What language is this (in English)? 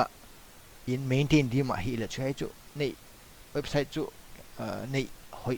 Paite Chin